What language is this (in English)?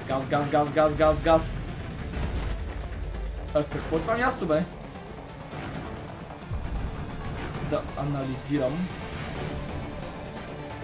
Bulgarian